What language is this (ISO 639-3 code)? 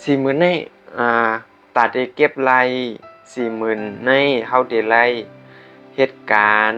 shn